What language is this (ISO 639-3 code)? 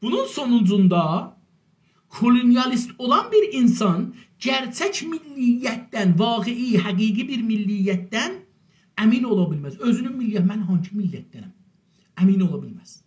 azb